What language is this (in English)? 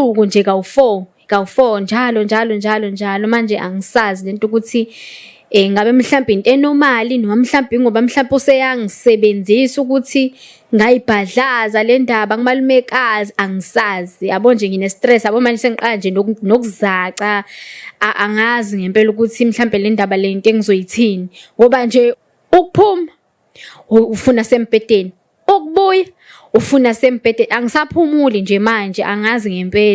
Zulu